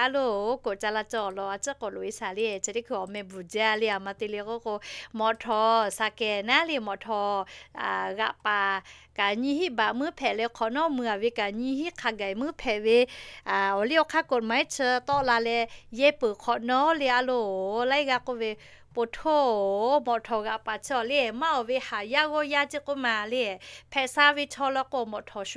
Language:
Lahu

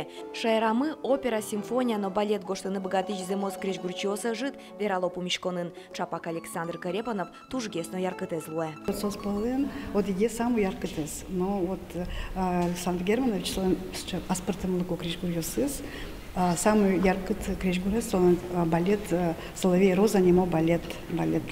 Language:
Udmurt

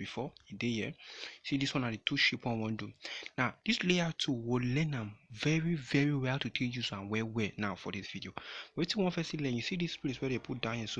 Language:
Nigerian Pidgin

